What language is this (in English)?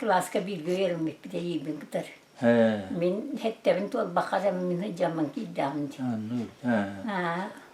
Yakut